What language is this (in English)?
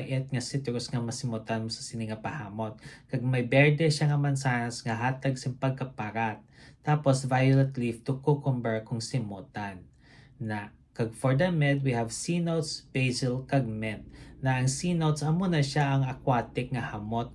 Hiligaynon